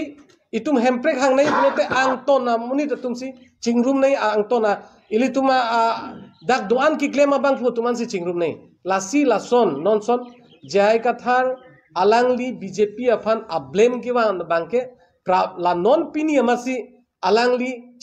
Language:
Karbi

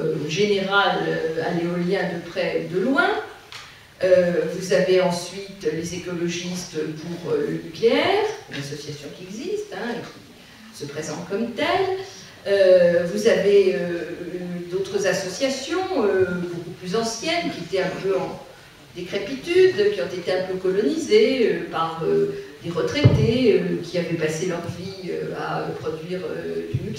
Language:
French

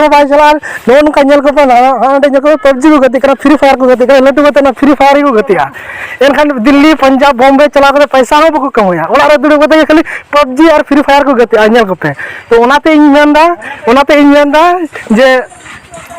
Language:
Santali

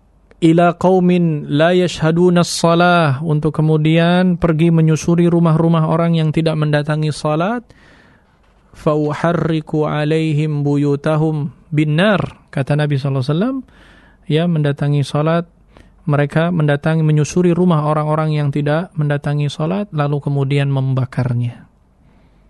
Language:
Indonesian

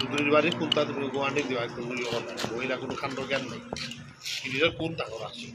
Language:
Sylheti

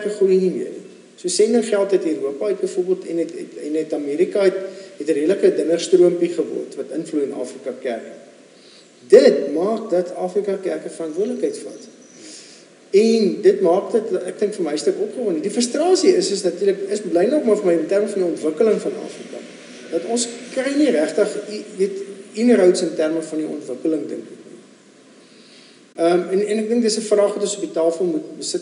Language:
Afrikaans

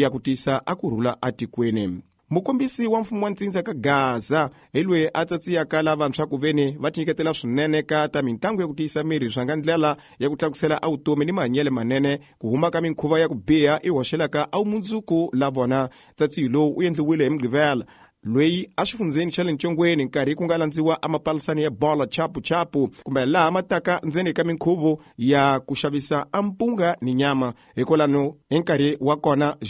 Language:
Tsonga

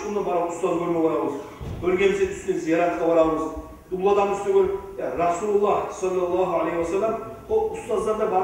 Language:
Kumyk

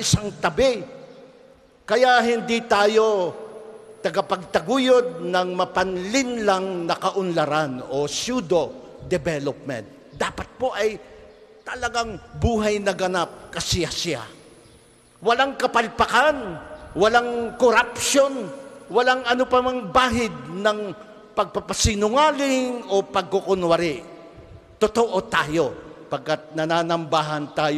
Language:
Filipino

